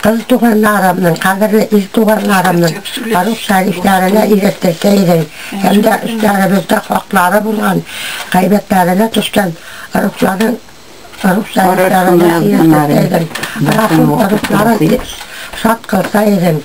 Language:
Tatar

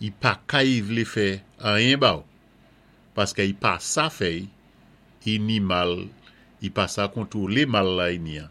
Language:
Saint Lucian Creole French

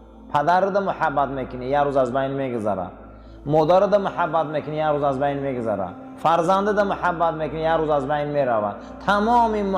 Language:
Tajik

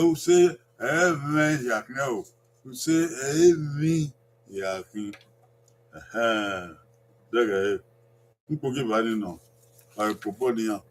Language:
Bini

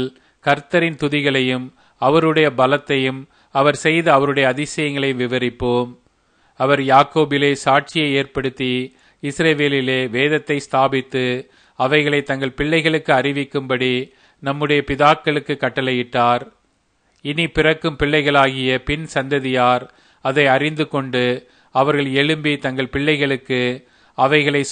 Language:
Tamil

